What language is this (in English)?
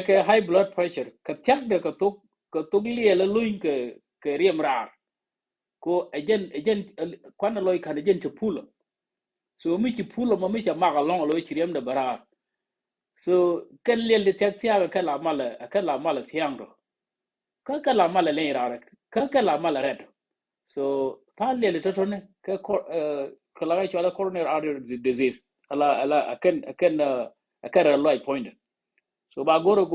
Nuer